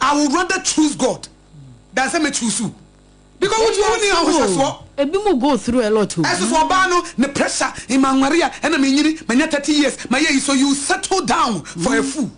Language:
Akan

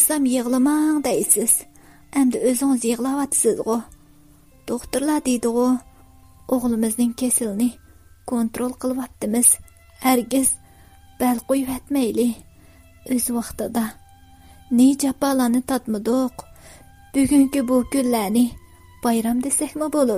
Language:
Uyghur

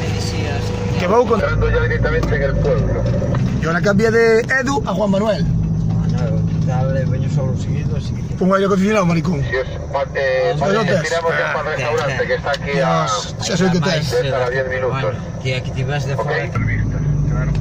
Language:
Galician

